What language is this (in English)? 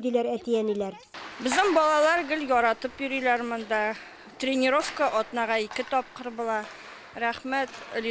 Tatar